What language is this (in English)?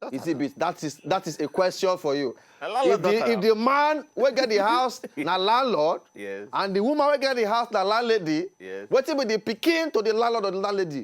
Nigerian Pidgin